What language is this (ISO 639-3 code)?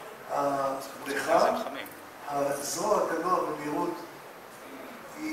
heb